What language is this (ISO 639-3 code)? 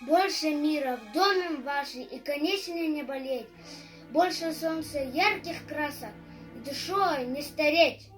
sah